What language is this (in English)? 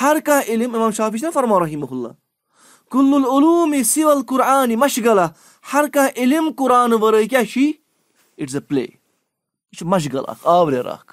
Kashmiri